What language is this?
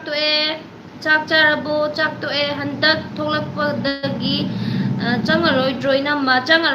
Manipuri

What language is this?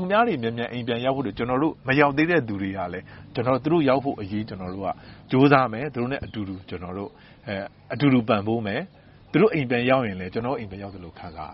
Burmese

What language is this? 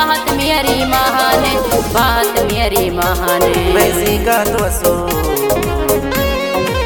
Haryanvi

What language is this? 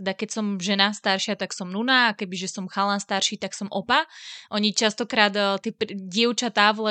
Slovak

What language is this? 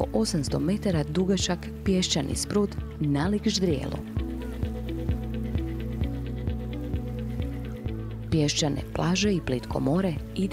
Croatian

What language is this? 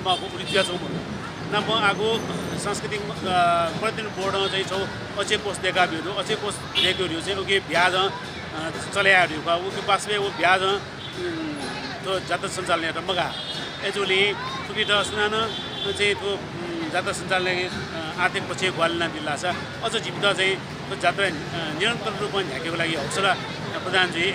Newari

